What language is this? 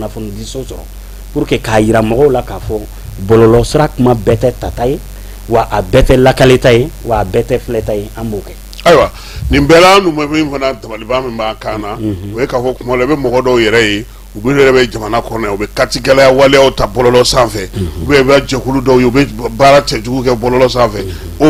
Bambara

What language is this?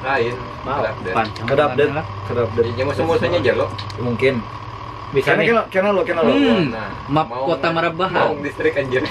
Banjar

